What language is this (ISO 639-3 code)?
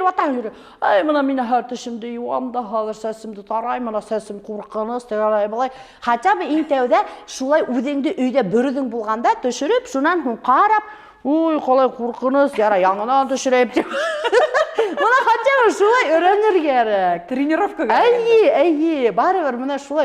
bak